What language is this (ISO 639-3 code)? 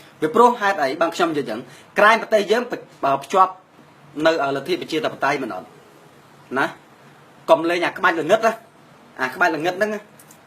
khm